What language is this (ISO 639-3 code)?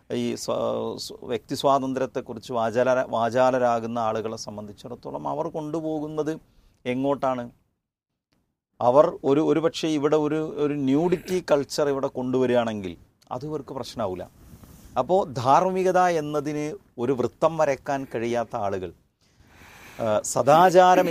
mal